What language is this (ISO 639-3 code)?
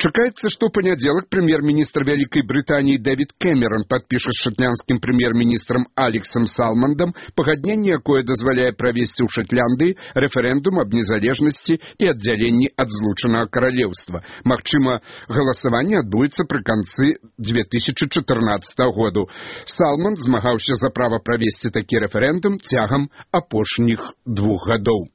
bel